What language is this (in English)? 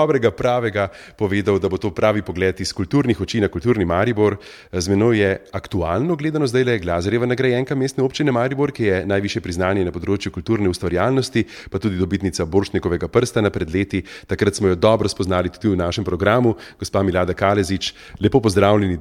Slovenian